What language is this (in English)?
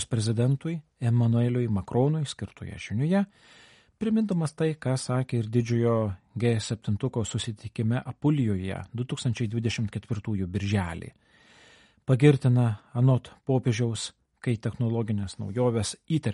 Lithuanian